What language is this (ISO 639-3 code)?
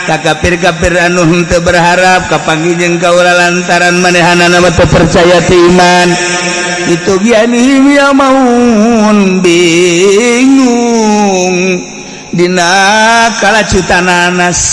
sun